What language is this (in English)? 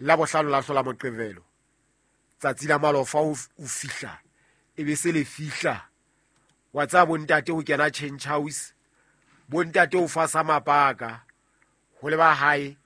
Southern Sotho